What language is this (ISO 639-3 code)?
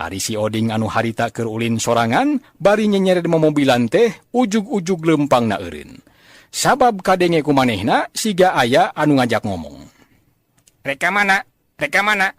sun